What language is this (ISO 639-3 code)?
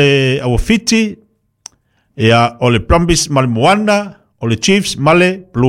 smo